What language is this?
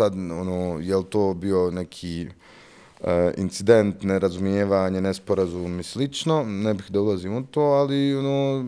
Bosnian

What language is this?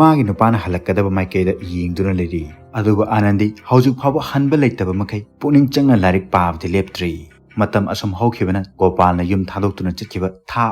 Manipuri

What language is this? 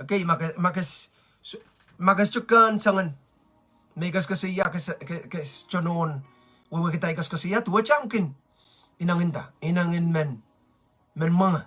Pohnpeian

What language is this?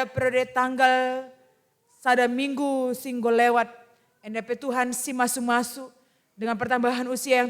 Batak Karo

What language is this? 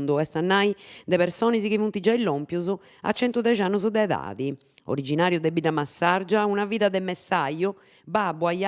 Sardinian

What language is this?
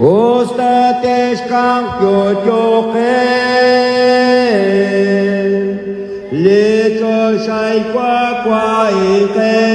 Kekchí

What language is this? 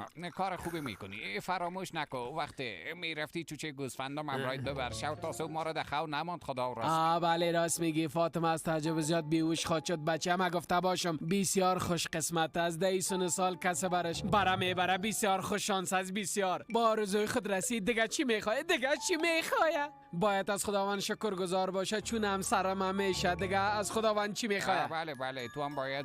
Persian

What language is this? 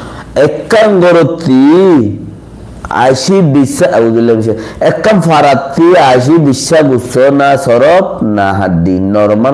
Rohingya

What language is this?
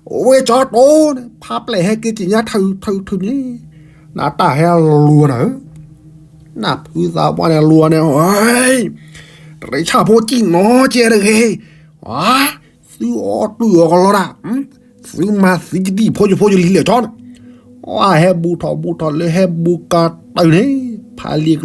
S'gaw Karen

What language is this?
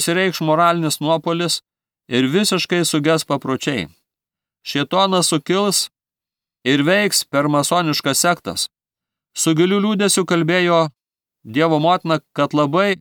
Lithuanian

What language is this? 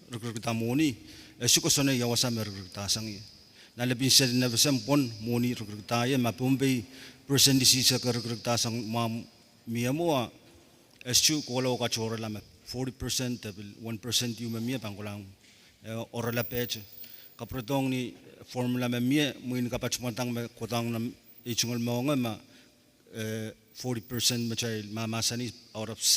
Pohnpeian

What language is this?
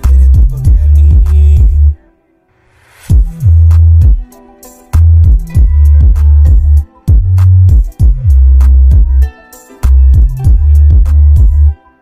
Punjabi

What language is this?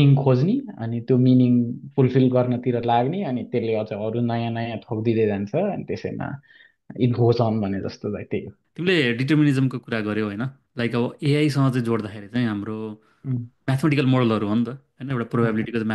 Nepali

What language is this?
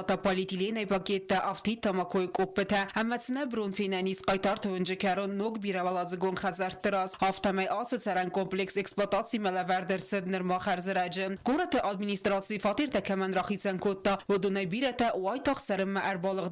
Ossetic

